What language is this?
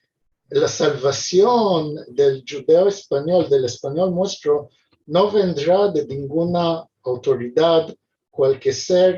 Ladino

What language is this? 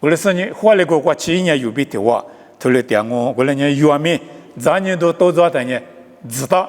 Lisu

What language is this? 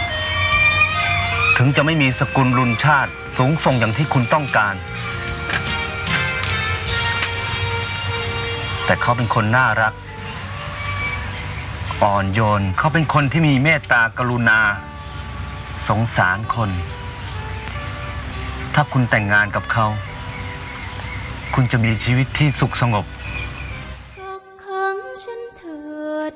Thai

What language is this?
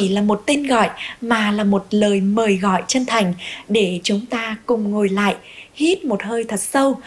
Vietnamese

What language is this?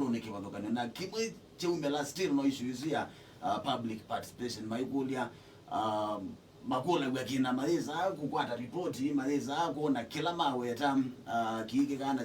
Kamba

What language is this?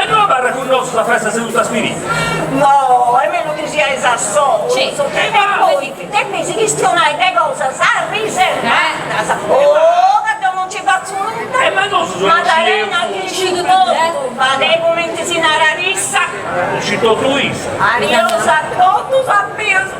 Sardinian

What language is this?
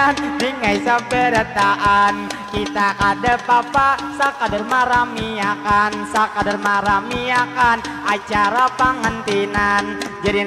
Banjar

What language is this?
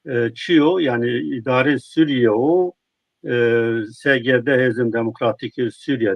Zaza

